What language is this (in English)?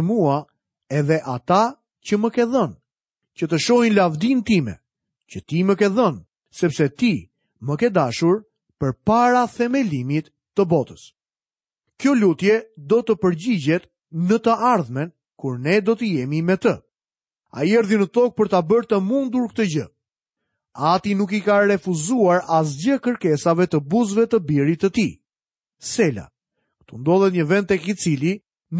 Albanian